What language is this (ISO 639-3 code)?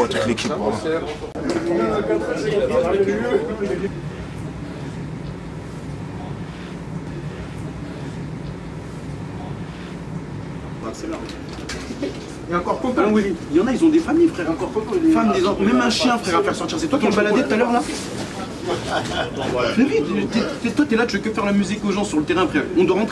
fra